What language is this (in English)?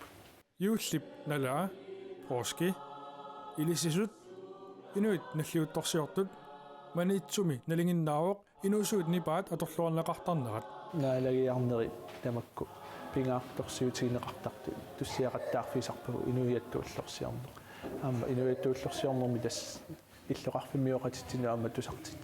Kalaallisut